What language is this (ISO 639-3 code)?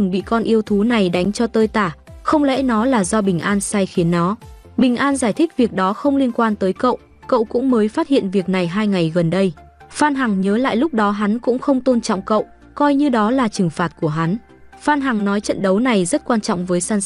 vie